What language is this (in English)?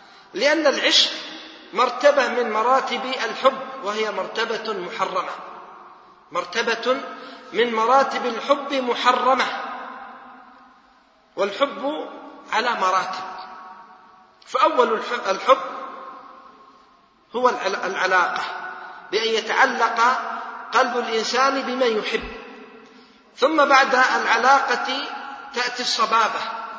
Arabic